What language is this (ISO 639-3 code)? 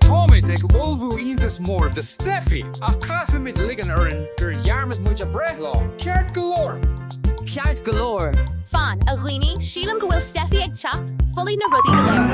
gle